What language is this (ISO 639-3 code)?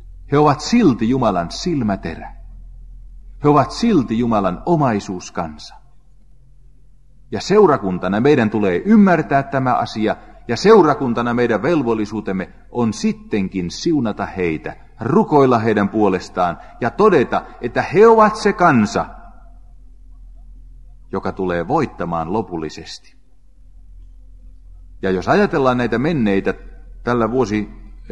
fin